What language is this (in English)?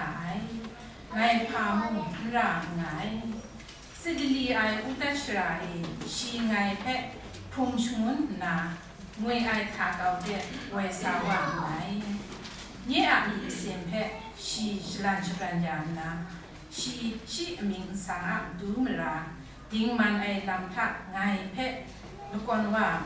Kachin